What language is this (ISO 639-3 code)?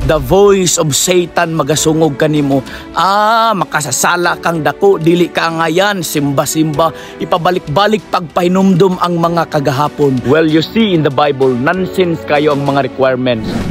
ceb